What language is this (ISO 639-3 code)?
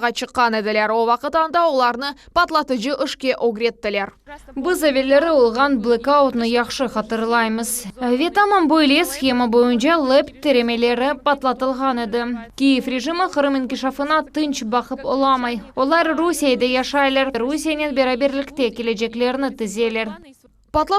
crh